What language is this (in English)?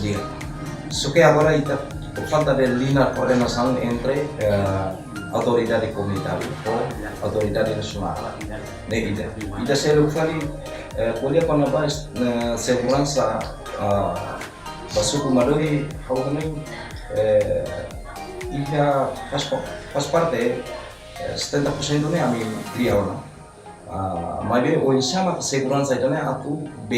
Tetum